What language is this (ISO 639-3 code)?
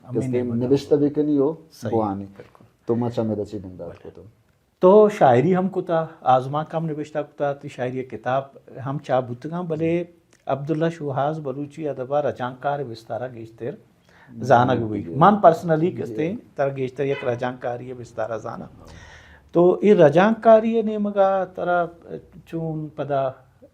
bal